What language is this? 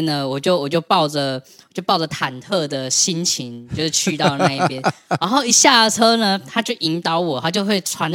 Chinese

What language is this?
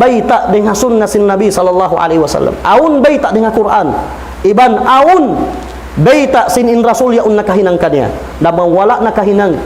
Tausug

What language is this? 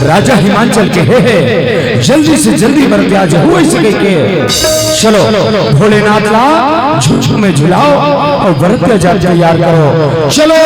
Chhattisgarhi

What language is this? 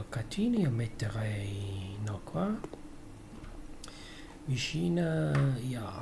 Italian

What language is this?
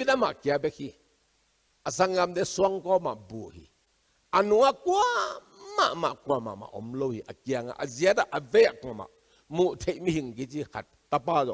Tedim Chin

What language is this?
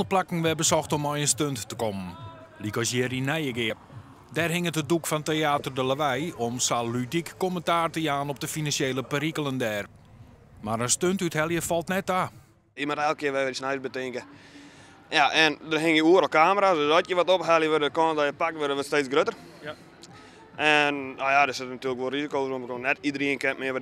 Western Frisian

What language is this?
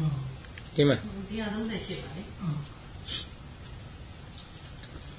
Burmese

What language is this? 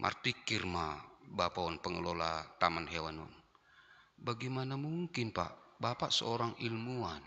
Batak Simalungun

